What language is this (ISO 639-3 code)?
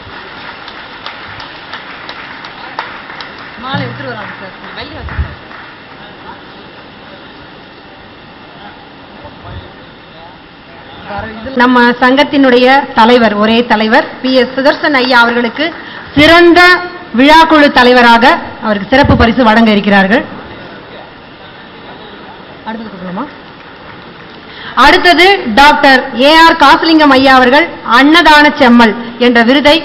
tam